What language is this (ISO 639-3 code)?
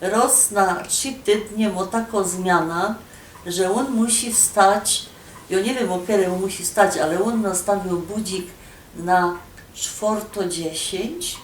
szl